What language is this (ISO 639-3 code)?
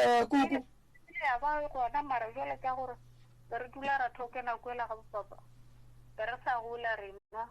nso